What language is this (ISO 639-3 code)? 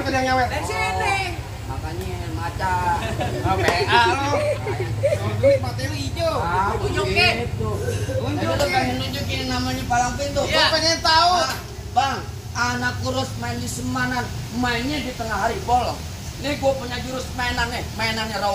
bew